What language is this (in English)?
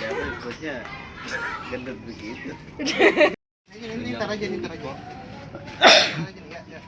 Betawi